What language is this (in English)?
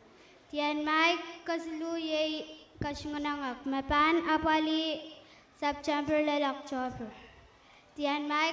Pohnpeian